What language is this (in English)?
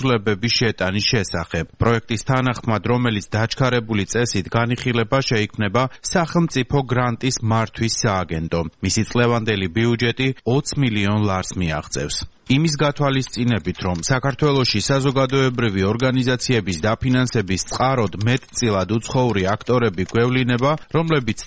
Georgian